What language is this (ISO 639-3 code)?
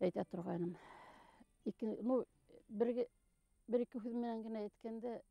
bak